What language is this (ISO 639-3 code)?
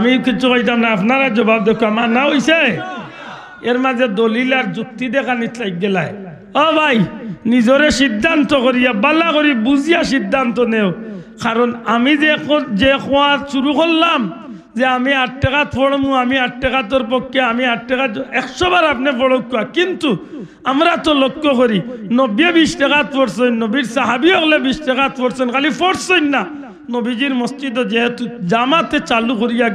syl